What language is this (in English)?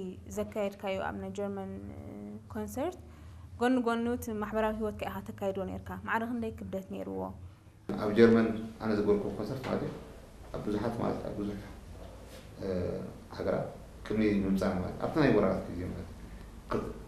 Tigrinya